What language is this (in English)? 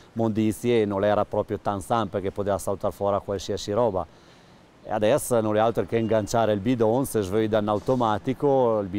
Ladin